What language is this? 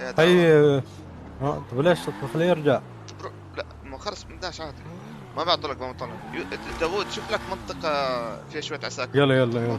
North Levantine Arabic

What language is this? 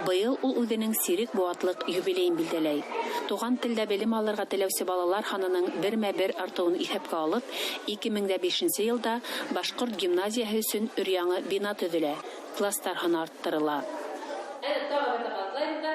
Bashkir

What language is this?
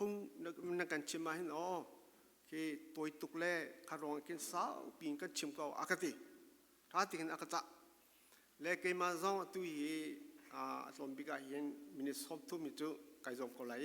Falam Chin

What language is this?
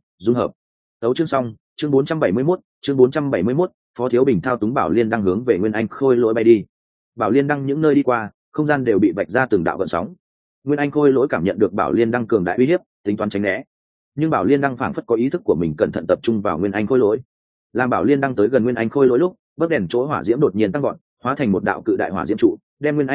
Vietnamese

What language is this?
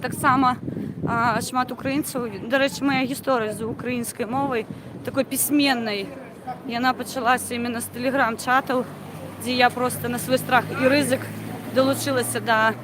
Belarusian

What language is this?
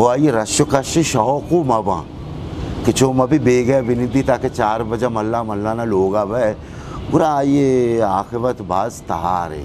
Eastern Balochi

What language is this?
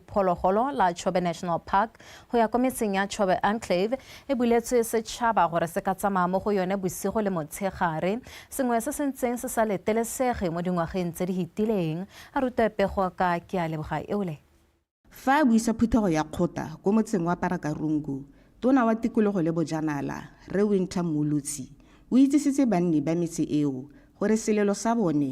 Tswana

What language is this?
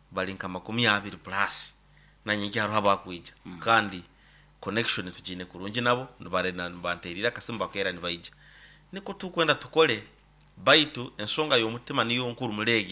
Nyoro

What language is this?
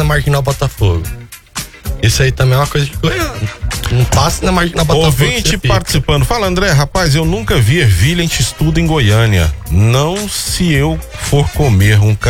Portuguese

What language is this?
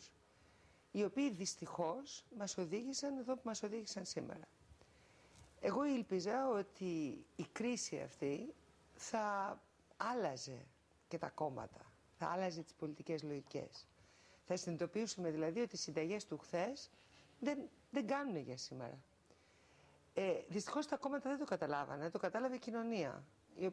Greek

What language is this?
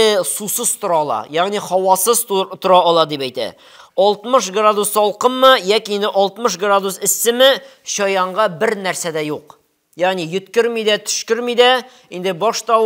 Tatar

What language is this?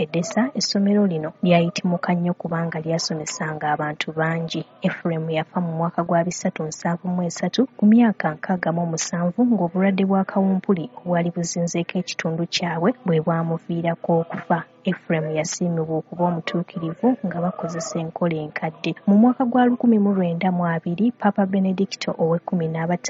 Ganda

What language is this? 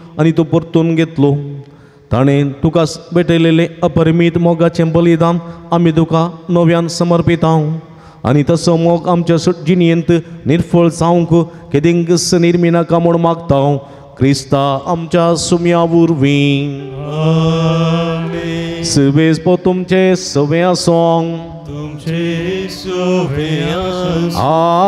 Konkani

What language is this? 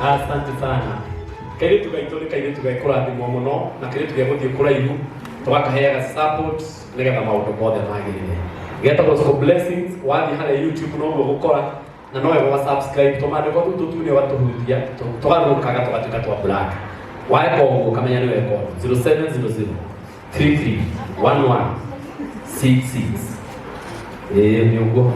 Kikuyu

